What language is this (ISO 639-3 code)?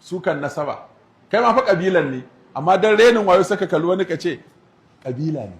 hau